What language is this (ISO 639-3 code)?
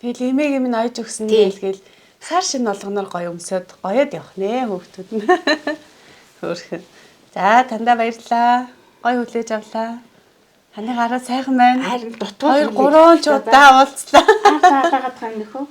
mon